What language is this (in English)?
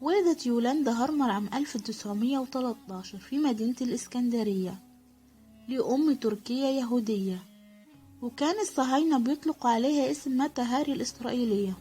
Egyptian Arabic